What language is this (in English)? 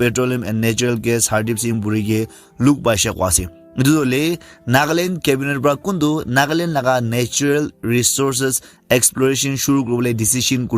Naga Pidgin